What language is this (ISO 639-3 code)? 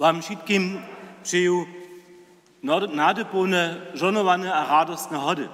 hsb